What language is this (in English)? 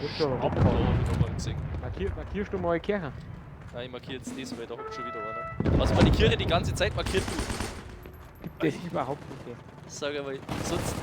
Bavarian